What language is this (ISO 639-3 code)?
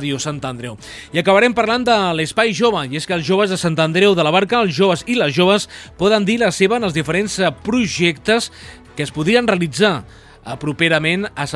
cat